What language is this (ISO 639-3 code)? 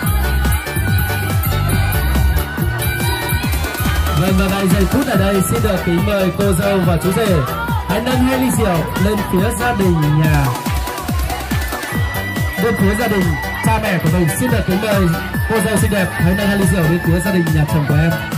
vie